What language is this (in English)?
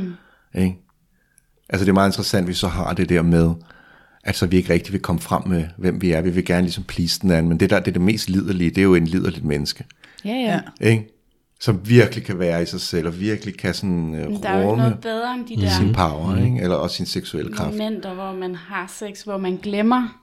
Danish